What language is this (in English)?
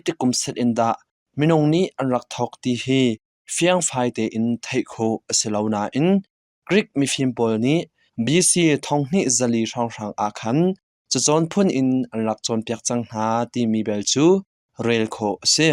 Hakha Chin